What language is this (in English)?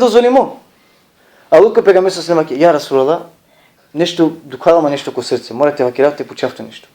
Balkan Romani